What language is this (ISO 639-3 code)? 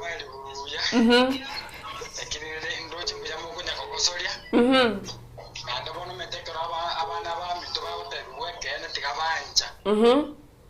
guz